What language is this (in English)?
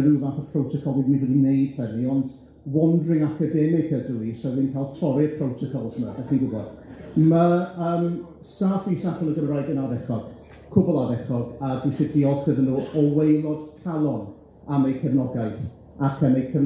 Welsh